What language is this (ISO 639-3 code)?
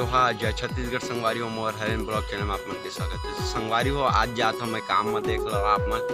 hne